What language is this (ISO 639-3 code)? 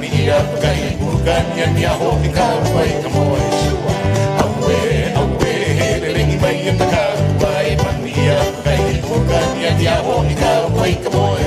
haw